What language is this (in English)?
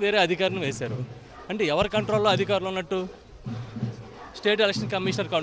Telugu